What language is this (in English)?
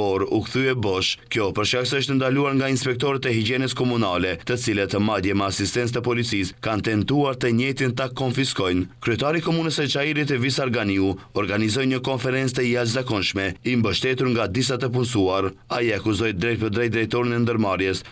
Albanian